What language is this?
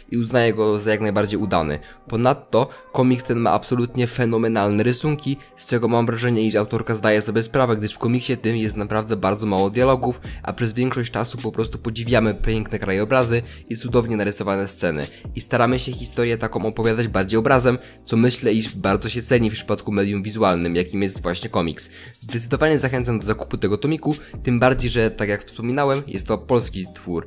Polish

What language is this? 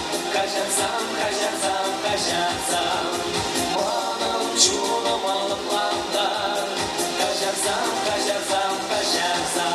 Chuvash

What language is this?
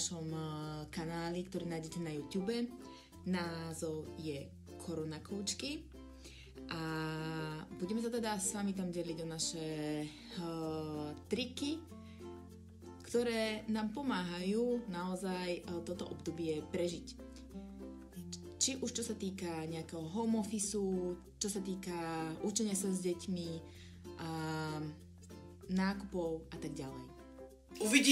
Slovak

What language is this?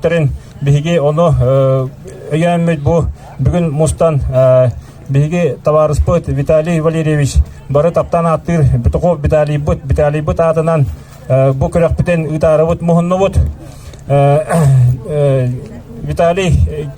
Yakut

